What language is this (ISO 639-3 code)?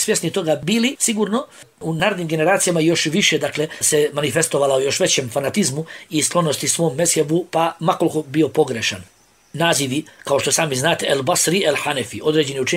bos